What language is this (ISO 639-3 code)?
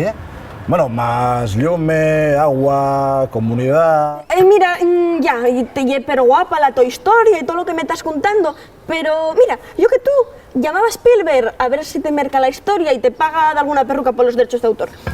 ast